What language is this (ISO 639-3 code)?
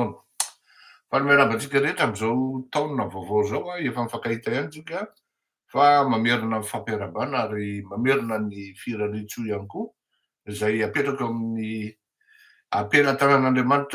mlg